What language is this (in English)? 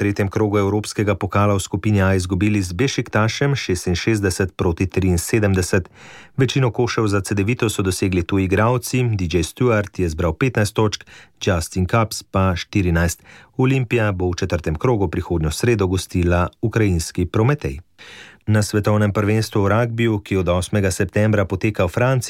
Slovenian